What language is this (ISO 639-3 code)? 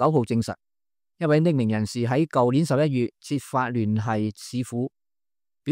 yue